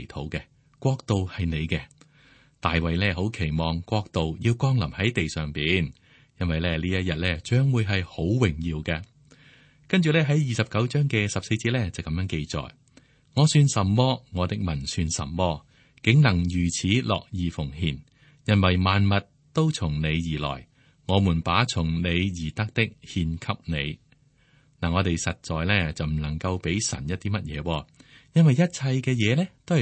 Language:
Cantonese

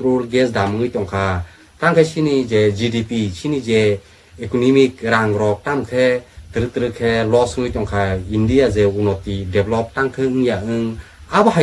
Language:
Kok Borok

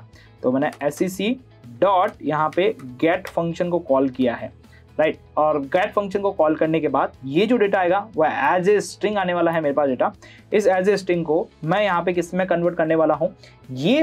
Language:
Hindi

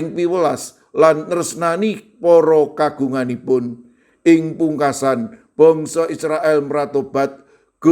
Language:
Javanese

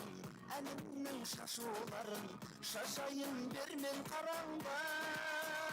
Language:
Kara-Kalpak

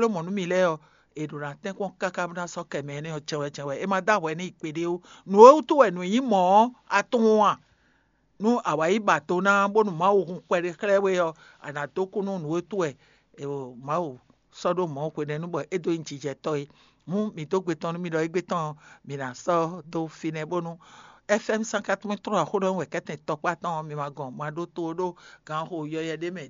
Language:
Fon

